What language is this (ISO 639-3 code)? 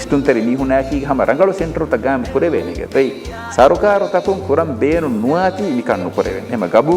div